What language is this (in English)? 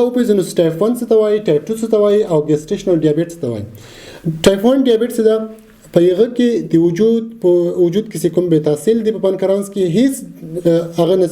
Pashto